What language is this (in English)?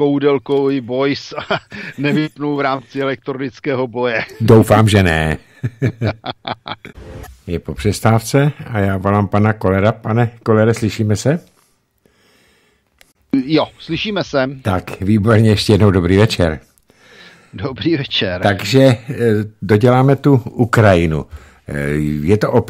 Czech